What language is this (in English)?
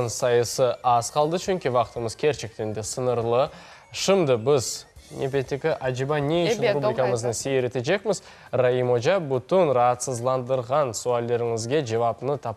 Crimean Tatar